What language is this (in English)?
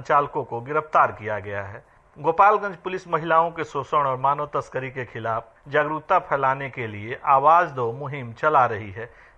Hindi